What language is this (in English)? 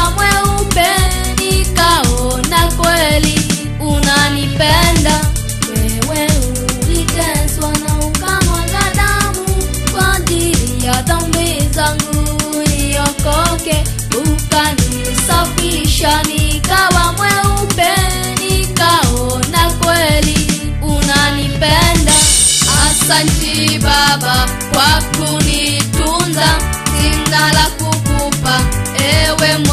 Swahili